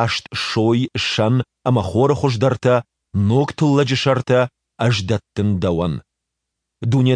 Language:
Ossetic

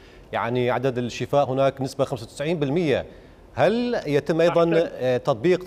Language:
Mesopotamian Arabic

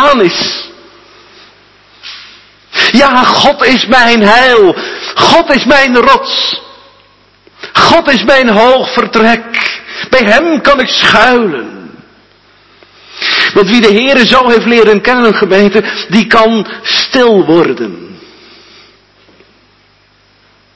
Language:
Dutch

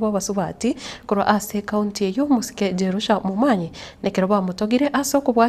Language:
Gusii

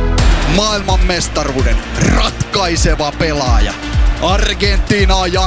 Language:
Finnish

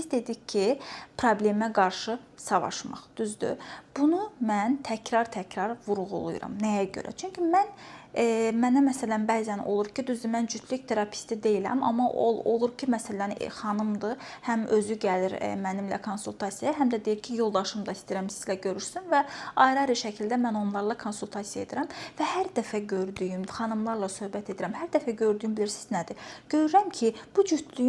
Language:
Azerbaijani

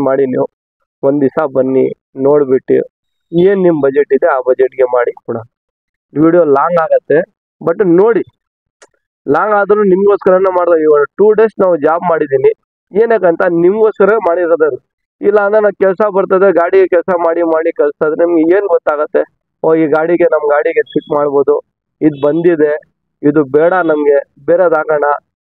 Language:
Kannada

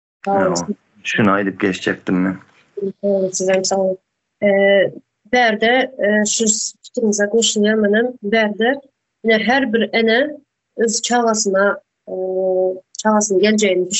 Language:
Turkmen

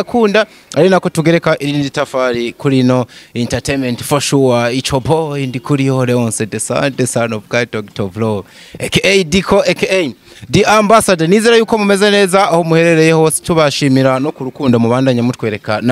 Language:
Rundi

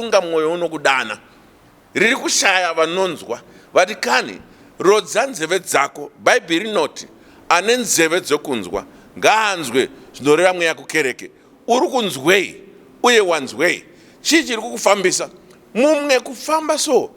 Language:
Shona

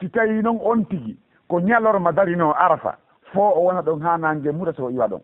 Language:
Fula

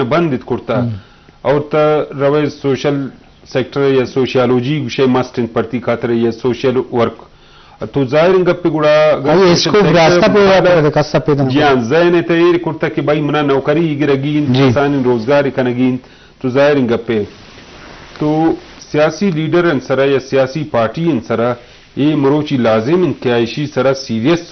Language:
Baluchi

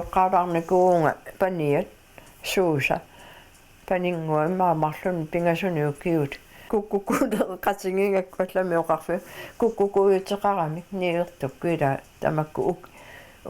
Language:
Kalaallisut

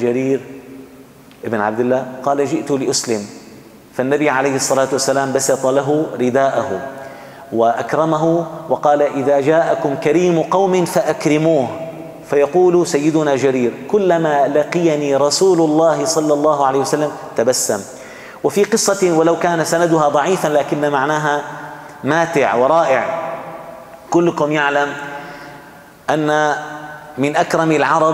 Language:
Arabic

